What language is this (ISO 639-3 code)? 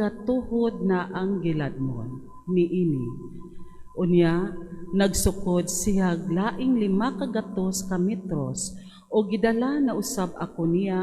ceb